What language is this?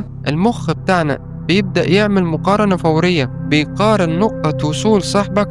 Egyptian Arabic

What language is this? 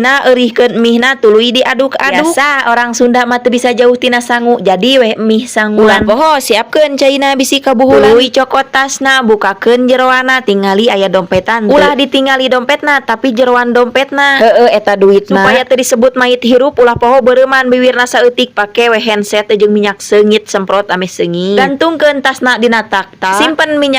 Sundanese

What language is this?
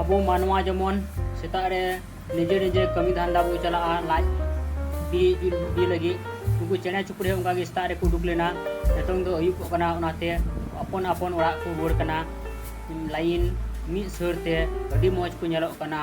Santali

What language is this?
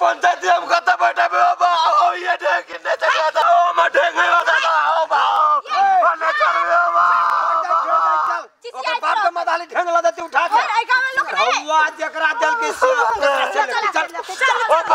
Maithili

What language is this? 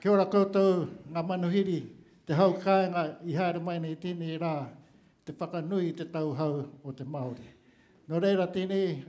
Māori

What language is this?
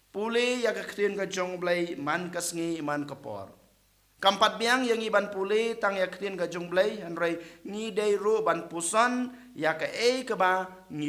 Khasi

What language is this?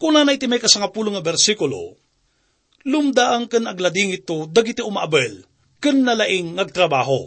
Iloko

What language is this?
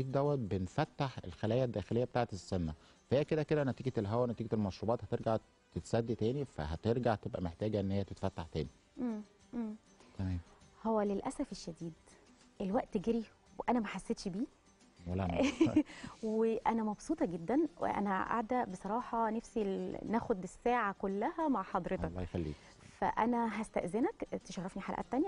Egyptian Arabic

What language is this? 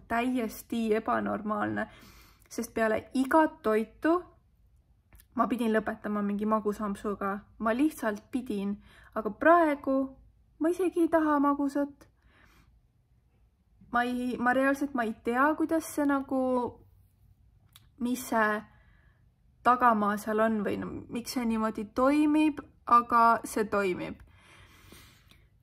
Estonian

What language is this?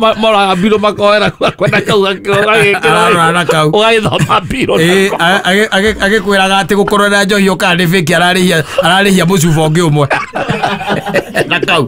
Kikuyu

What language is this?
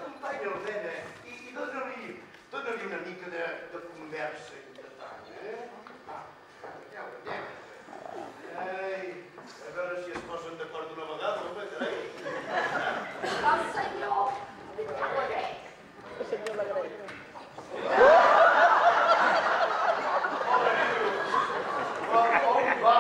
Catalan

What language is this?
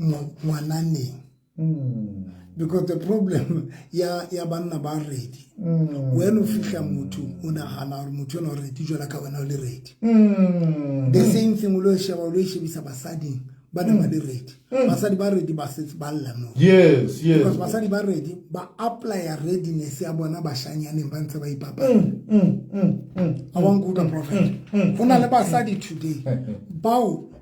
Southern Sotho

